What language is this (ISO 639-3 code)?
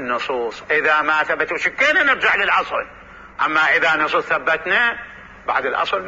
acm